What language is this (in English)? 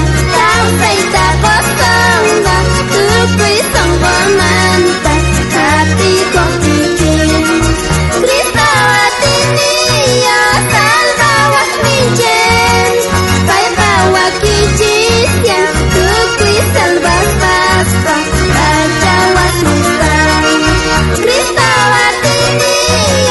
South Bolivian Quechua